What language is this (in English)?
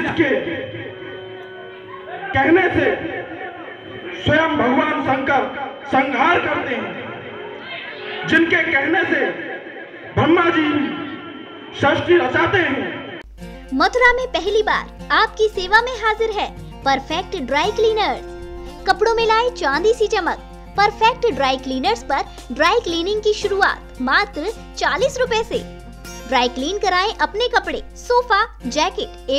Hindi